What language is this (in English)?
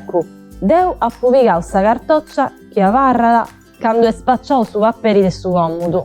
Sardinian